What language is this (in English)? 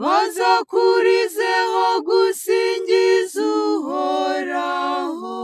Kinyarwanda